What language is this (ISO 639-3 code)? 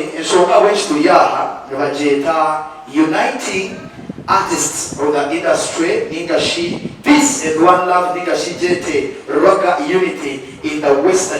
nyn